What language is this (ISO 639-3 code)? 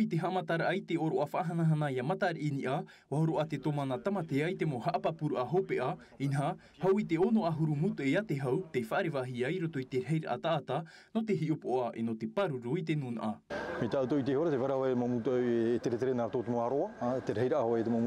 tah